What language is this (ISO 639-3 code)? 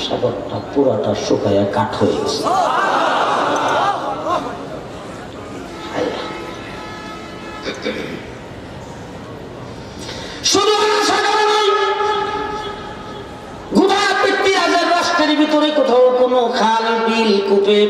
ben